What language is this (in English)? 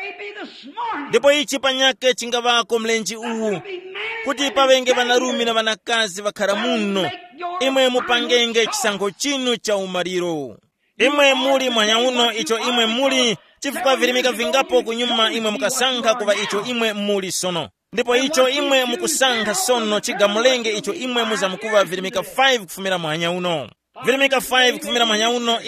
Tumbuka